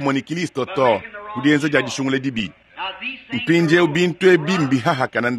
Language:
Luba-Lulua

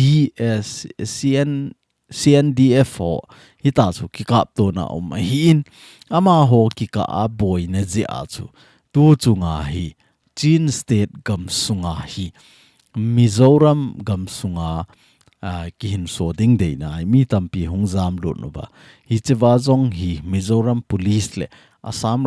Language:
Thado Chin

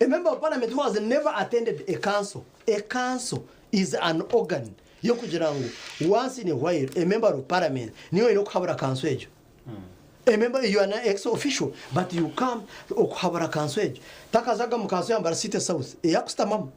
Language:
Nyankole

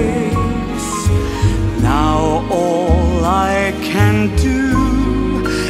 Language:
Norwegian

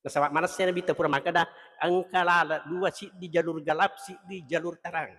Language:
Buginese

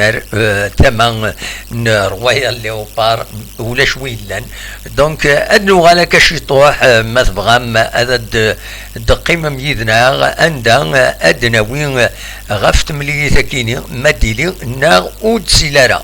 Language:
Kabyle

